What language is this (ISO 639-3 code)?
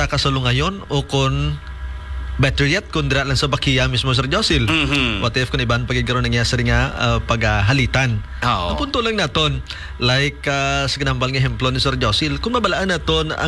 hil